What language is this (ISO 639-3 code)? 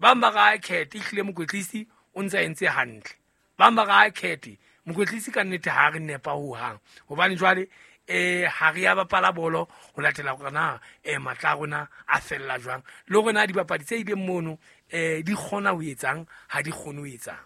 sot